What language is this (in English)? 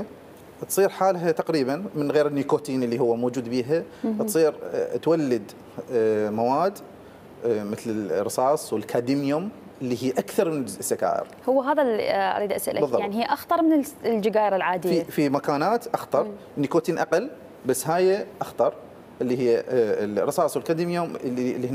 Mesopotamian Arabic